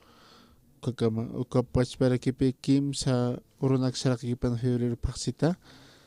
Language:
Aymara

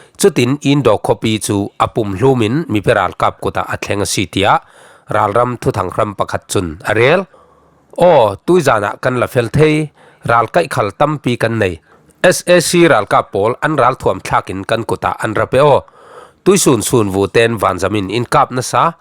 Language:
Falam Chin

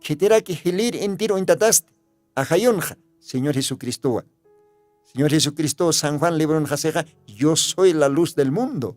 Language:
Aymara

